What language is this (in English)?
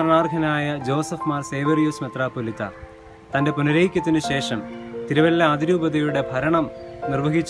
Malayalam